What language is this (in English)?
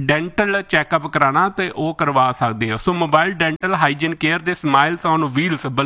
Punjabi